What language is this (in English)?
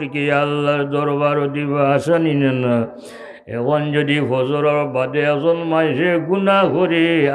Sylheti